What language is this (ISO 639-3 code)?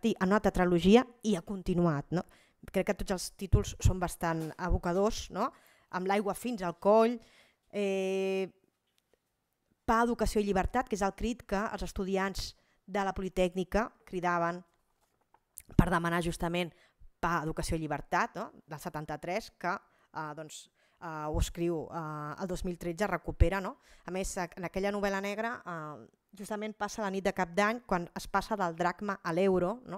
cat